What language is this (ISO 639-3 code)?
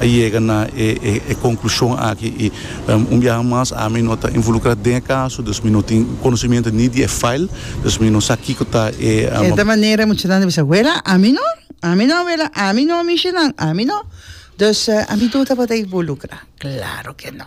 pap